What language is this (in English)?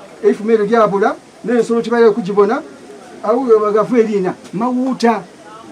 Soga